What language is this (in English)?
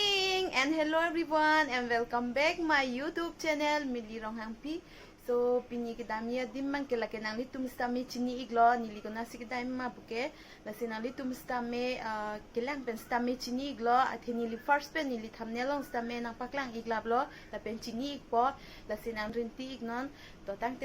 Karbi